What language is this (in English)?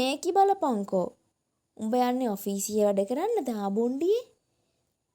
Sinhala